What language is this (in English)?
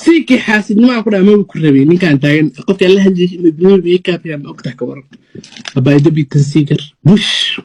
Somali